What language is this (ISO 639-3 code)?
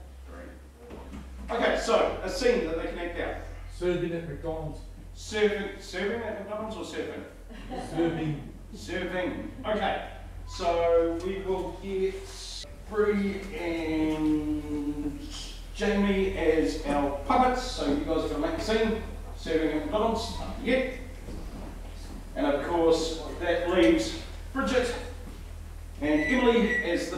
eng